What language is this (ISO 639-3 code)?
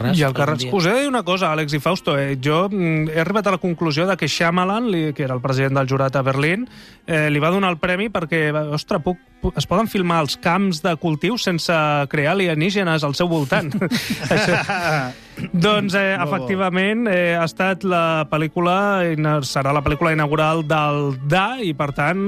cat